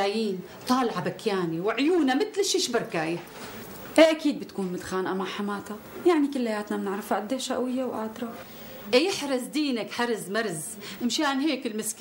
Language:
North Levantine Arabic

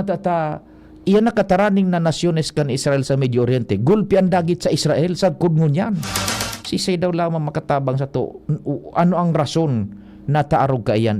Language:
Bikol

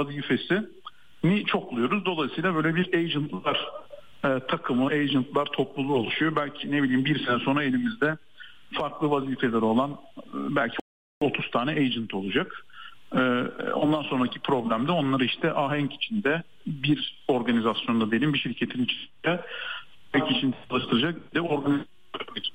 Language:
Turkish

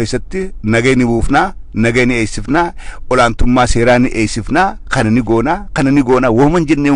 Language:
Oromo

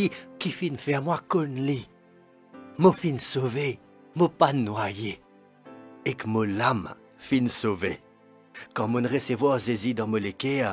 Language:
Morisyen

